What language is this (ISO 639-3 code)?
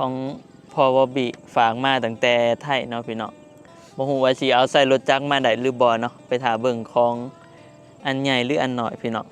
tts